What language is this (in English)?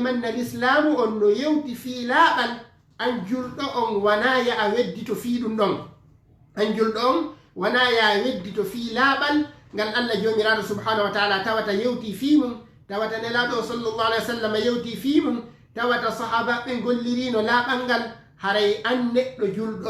Fula